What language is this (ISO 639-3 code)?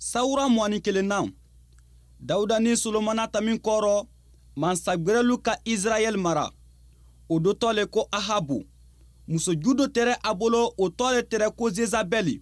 bam